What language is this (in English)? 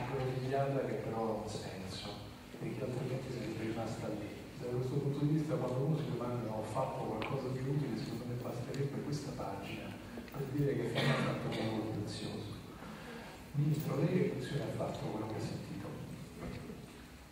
Italian